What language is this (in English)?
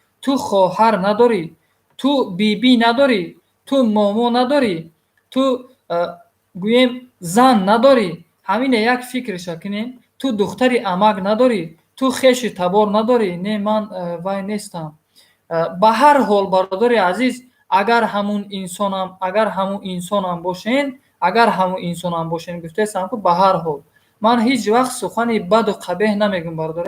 Tajik